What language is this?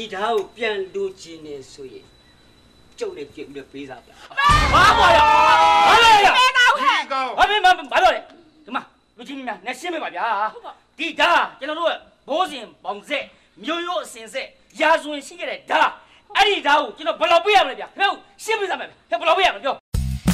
Burmese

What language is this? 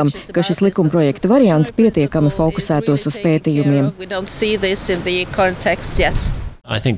Latvian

